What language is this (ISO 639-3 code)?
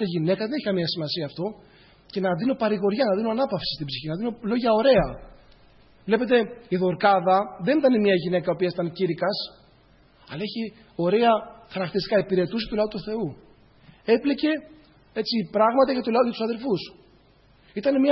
ell